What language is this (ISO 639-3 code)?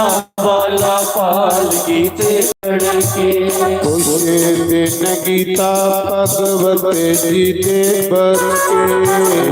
doi